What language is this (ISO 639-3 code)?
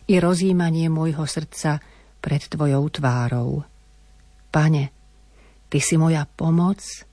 slk